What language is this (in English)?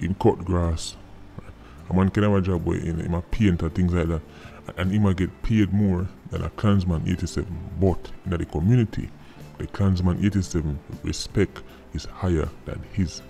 Jamaican Creole English